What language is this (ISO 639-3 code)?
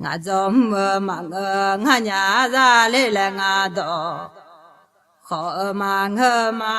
ahk